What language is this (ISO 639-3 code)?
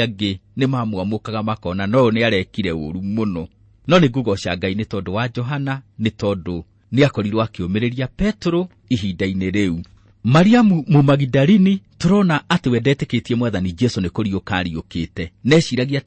kik